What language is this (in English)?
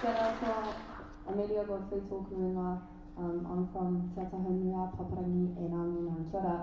Māori